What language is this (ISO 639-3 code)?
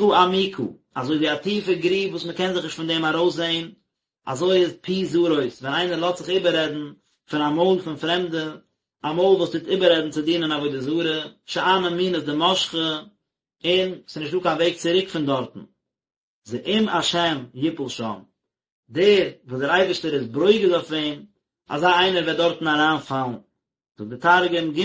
yid